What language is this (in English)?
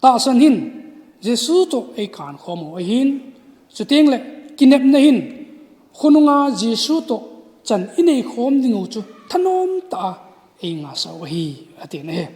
Thado Chin